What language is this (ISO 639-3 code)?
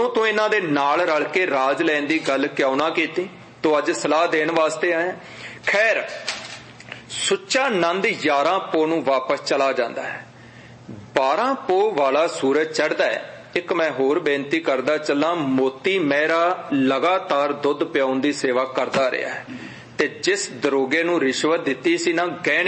pan